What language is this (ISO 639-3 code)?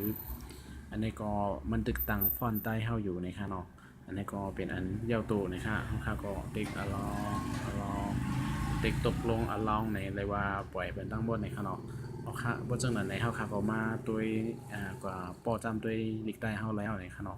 shn